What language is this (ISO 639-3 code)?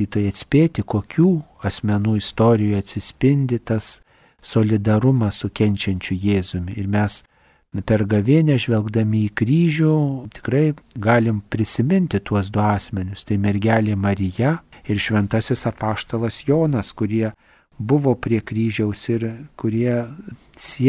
lit